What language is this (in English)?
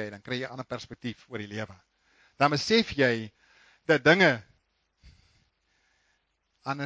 Afrikaans